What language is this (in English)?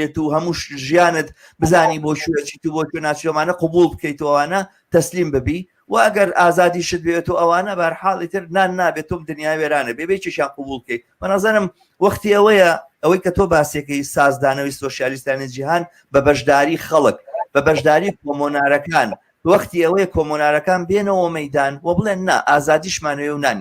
Central Kurdish